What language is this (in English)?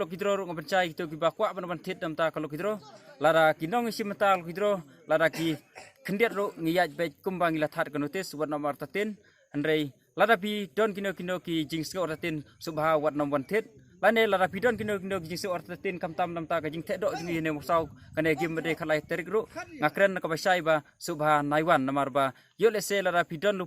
Khasi